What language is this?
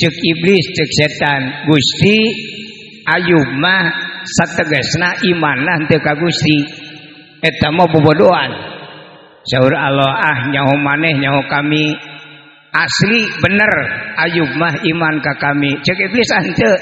Sundanese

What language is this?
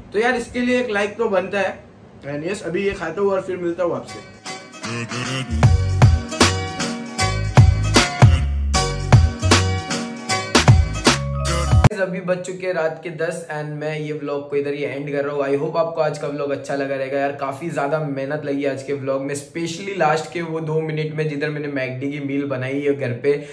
Hindi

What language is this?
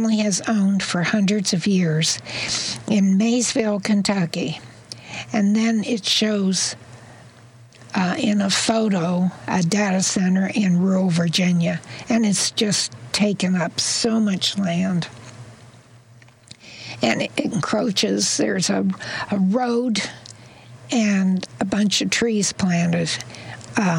English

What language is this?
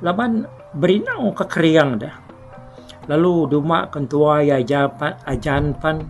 Iban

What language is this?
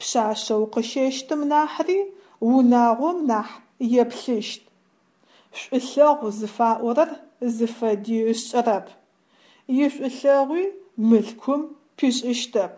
Adyghe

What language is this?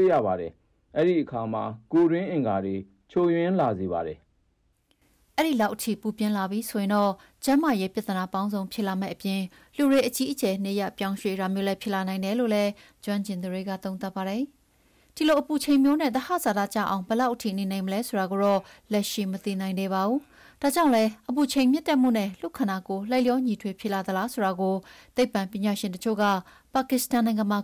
Burmese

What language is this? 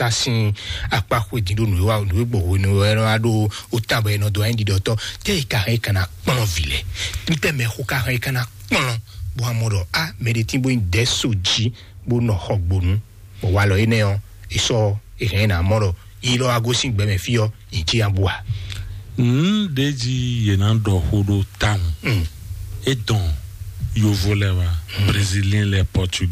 Fon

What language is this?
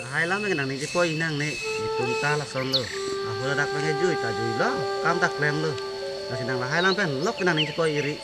Karbi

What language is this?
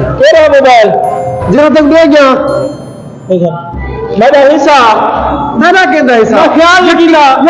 Saraiki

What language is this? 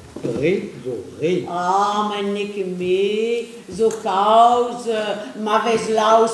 Breton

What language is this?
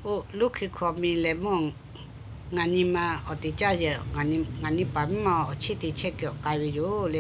Lahu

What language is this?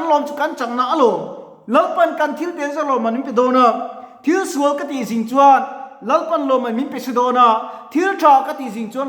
Mizo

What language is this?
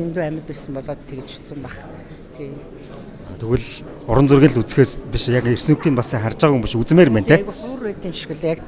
Mongolian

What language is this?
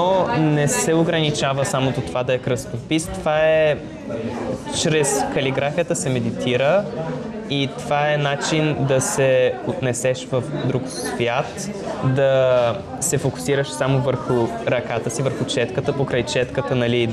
Bulgarian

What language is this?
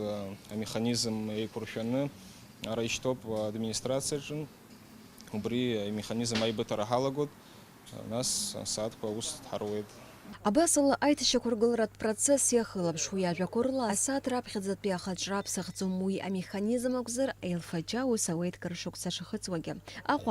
Abkhazian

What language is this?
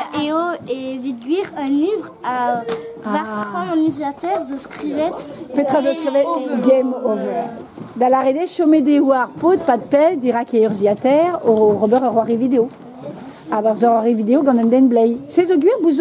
Breton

